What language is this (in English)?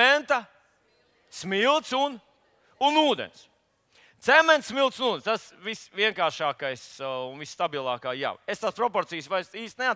Latvian